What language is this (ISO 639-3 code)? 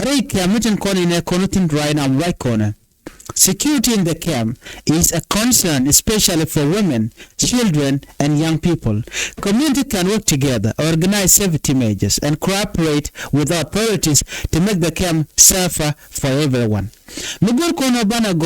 nus